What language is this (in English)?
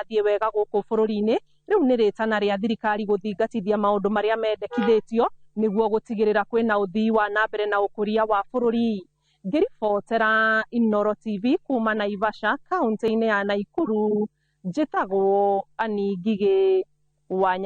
Kikuyu